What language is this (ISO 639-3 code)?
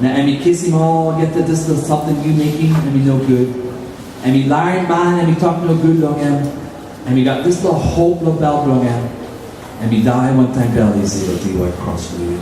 tpi